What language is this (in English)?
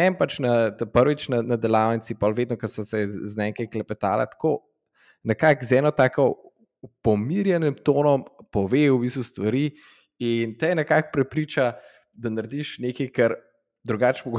Slovenian